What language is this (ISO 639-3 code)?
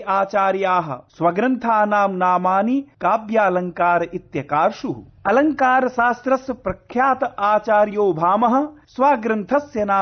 san